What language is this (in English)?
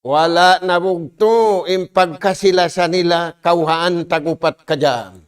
Tausug